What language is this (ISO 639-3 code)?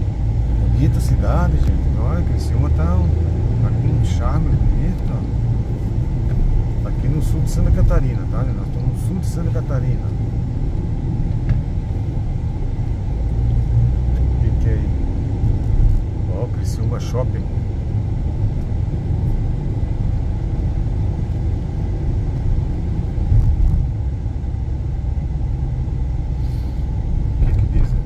por